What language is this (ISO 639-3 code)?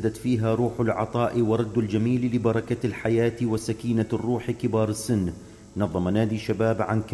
acm